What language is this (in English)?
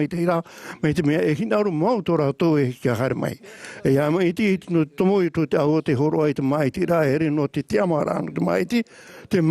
Tahitian